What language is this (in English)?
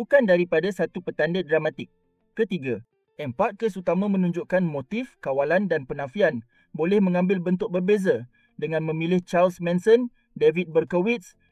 Malay